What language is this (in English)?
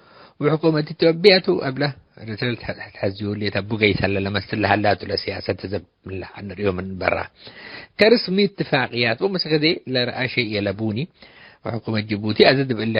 Tigre